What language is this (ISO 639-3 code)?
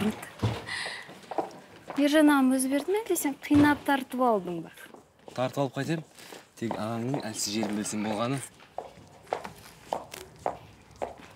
kaz